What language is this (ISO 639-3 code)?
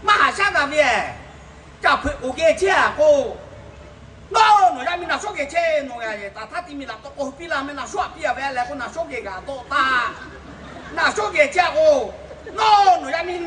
lhu